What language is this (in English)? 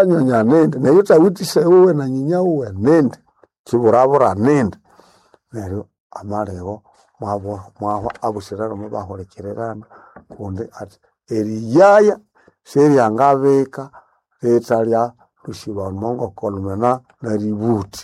Nande